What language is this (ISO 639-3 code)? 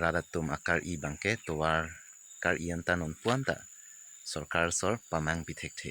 mjw